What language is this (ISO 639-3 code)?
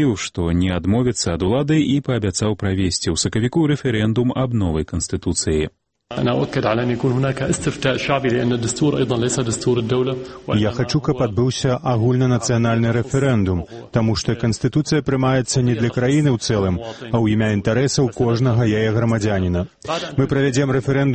bel